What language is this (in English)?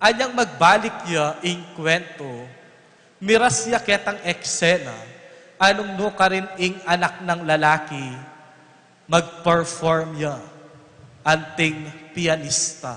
Pampanga